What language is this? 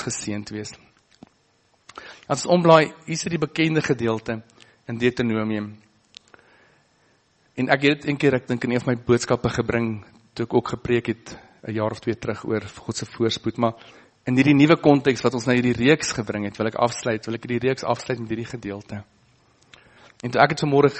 Afrikaans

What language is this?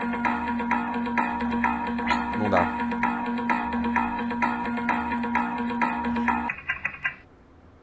Portuguese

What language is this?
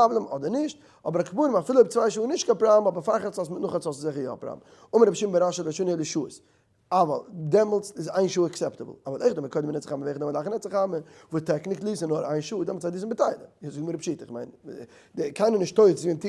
Yiddish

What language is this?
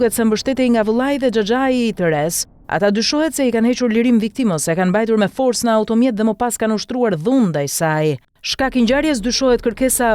Albanian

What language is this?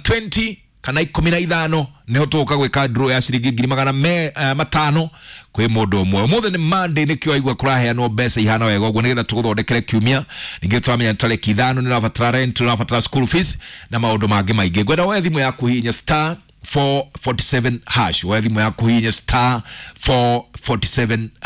Kikuyu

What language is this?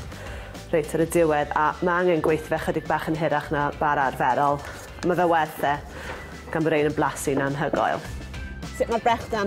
Welsh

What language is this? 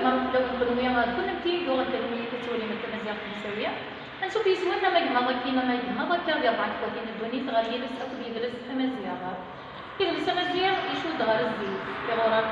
Kabyle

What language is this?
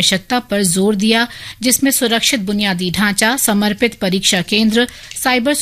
Hindi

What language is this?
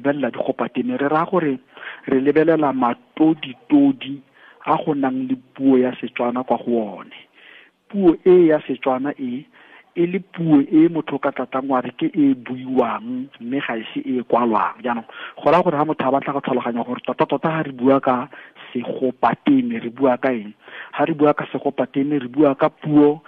Tswana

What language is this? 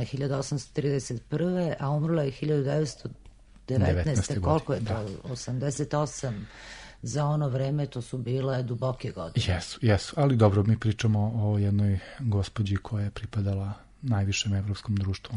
Serbian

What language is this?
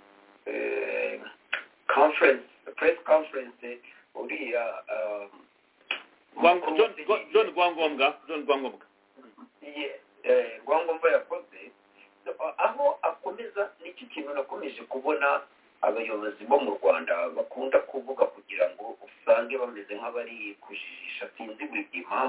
Kinyarwanda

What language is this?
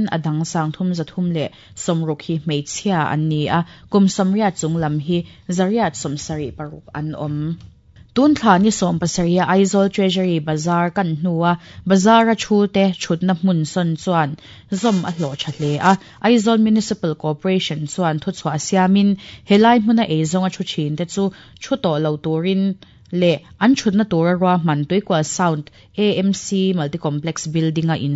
Mizo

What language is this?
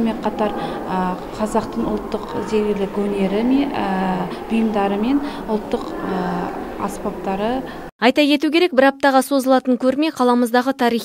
Kazakh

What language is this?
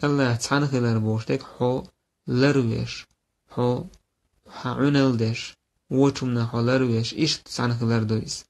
Chechen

